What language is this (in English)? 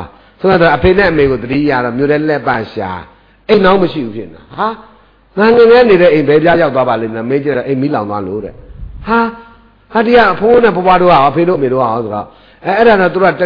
Burmese